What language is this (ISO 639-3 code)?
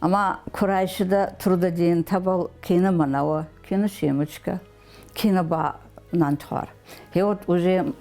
oss